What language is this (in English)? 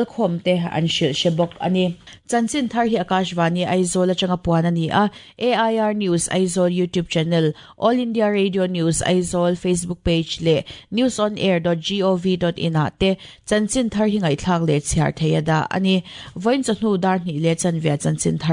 Mizo